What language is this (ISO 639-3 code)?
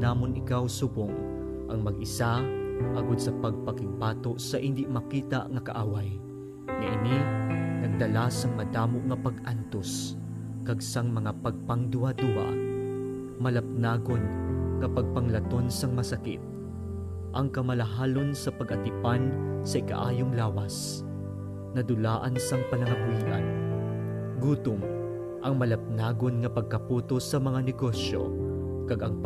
hil